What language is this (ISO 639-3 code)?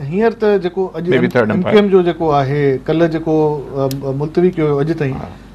snd